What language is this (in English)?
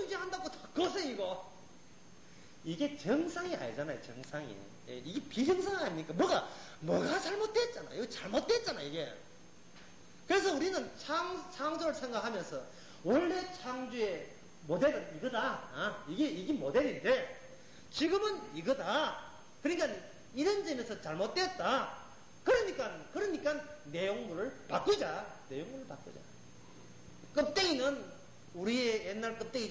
Korean